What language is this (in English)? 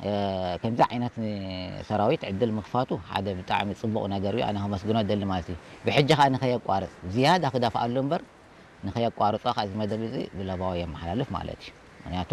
Tigrinya